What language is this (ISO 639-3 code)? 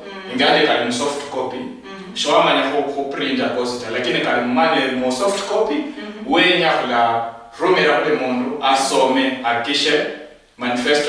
luy